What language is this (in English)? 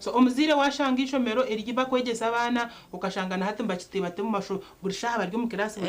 Nyankole